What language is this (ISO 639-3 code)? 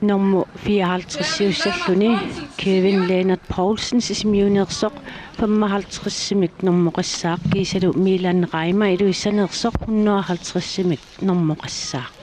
kal